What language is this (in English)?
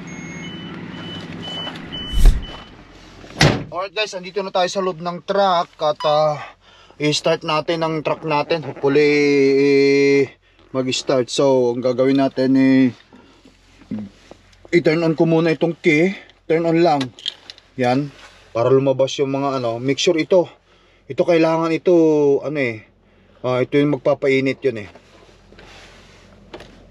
Filipino